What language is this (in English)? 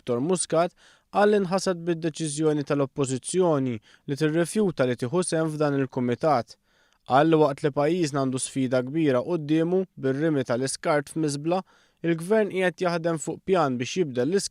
Maltese